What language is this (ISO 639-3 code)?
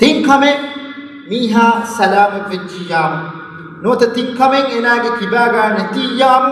div